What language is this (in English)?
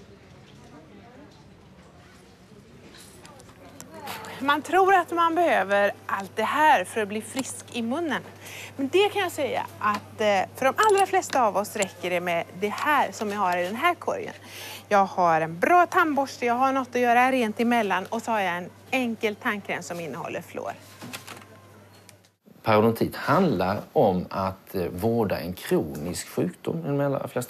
Swedish